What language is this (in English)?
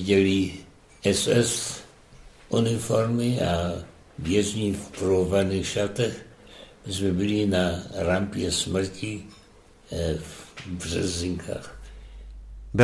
Czech